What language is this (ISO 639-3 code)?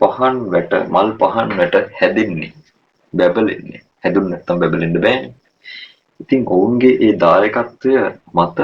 sin